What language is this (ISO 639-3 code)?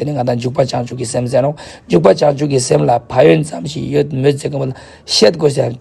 lbj